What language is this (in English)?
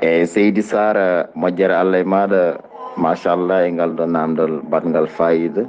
Fula